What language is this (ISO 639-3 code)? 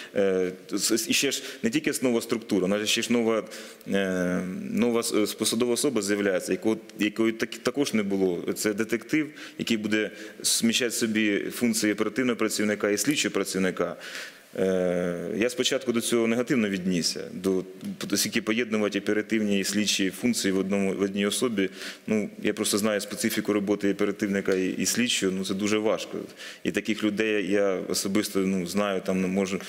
ukr